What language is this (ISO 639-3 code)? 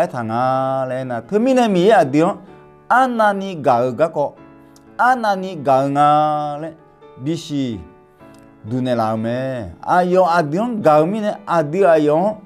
ahk